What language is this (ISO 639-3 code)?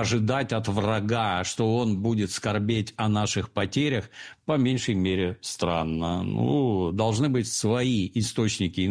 rus